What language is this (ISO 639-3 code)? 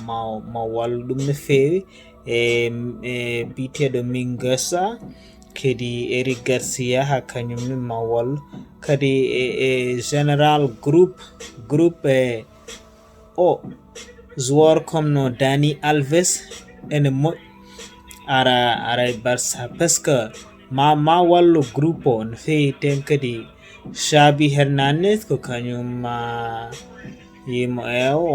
ful